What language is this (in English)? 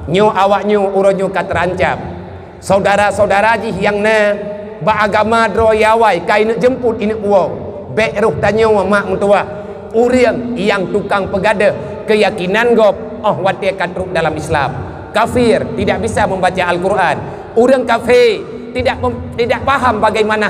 Achinese